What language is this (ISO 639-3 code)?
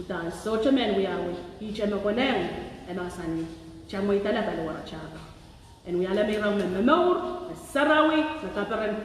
pon